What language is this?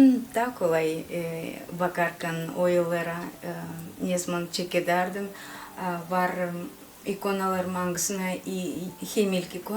Gagauz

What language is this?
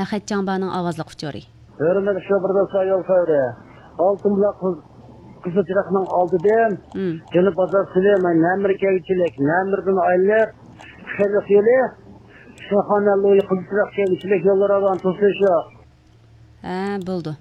Uyghur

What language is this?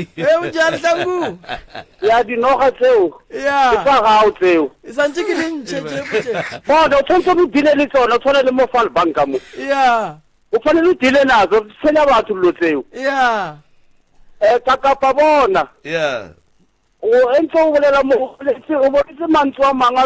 Northern Sotho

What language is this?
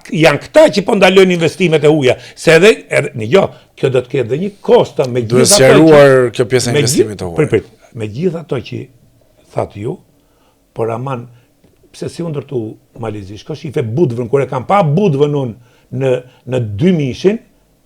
Albanian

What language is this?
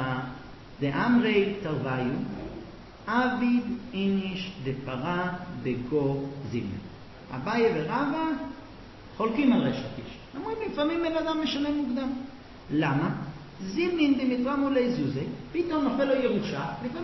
Hebrew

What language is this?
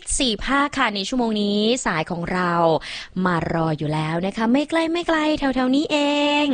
Thai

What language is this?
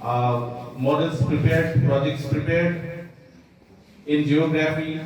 Karbi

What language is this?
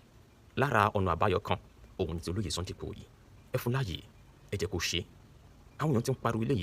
Yoruba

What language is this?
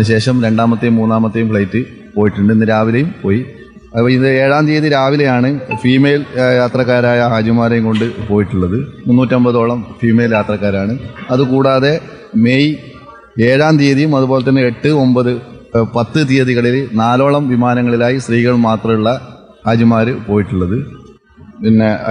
Malayalam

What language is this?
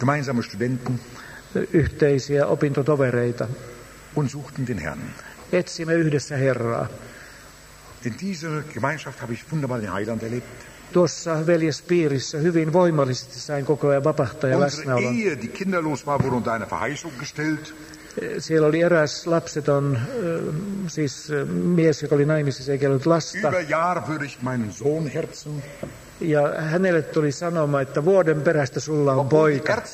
Finnish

